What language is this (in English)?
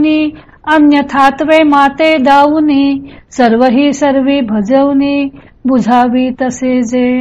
Marathi